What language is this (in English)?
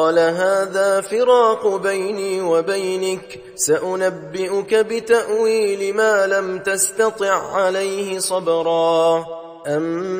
Arabic